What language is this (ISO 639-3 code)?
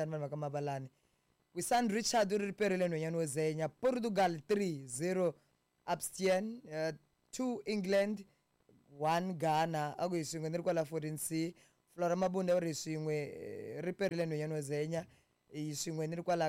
tso